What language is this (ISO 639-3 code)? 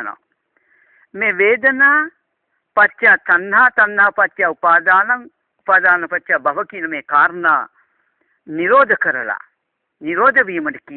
sin